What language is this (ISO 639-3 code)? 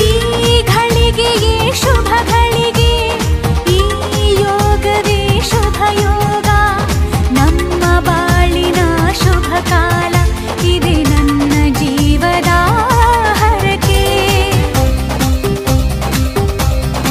kan